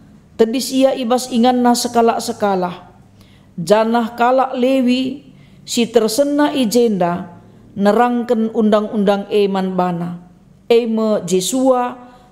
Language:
Batak Karo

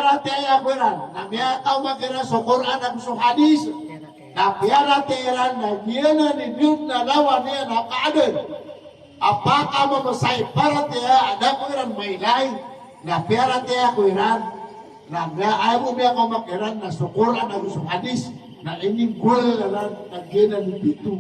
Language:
Maranao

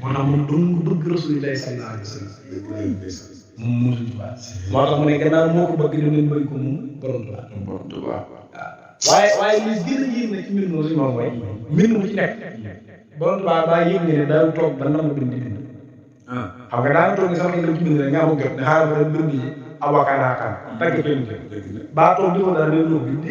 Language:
Wolof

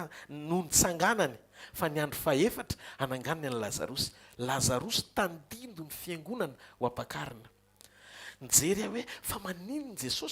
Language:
Malagasy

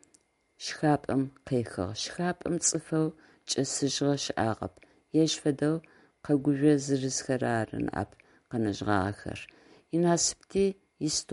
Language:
Adyghe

